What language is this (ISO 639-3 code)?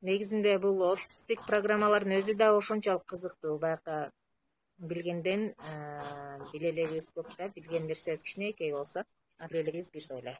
kir